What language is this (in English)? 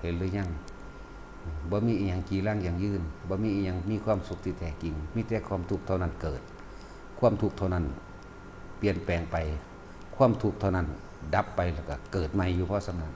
Northeastern Thai